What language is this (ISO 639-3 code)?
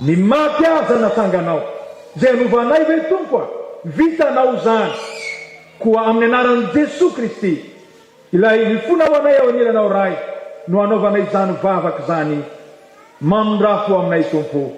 mlg